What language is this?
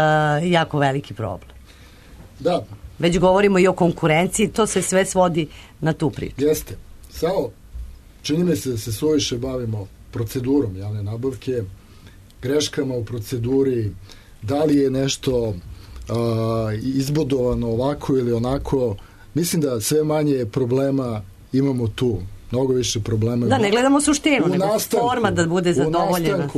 Serbian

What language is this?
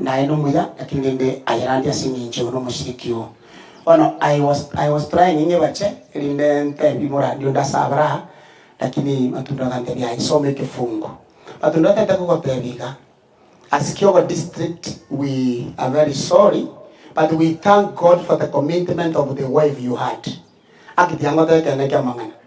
Gusii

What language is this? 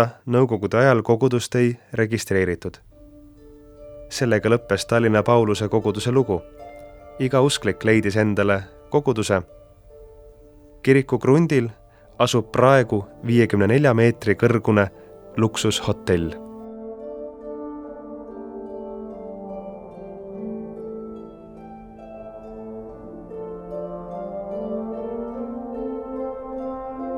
Estonian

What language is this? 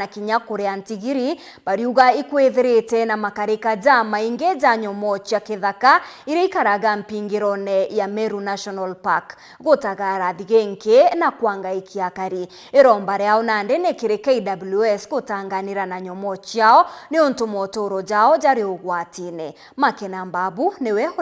Meru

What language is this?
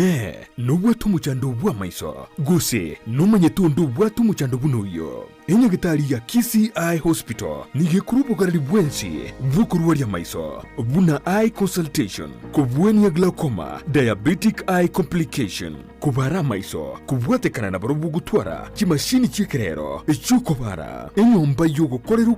Gusii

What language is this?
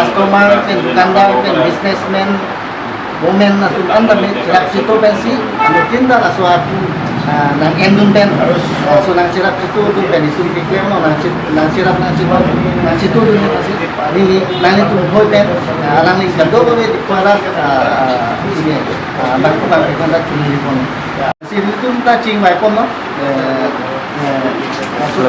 Karbi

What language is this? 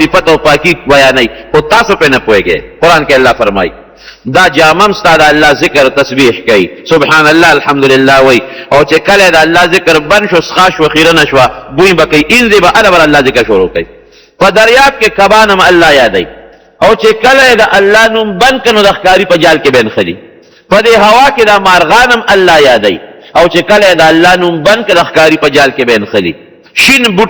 Pashto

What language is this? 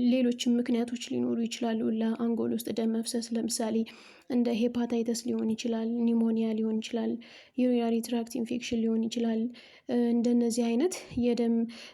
Amharic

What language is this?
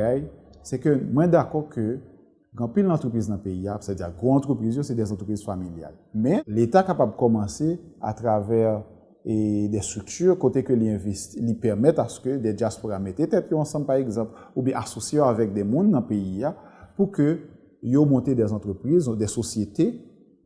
Haitian Creole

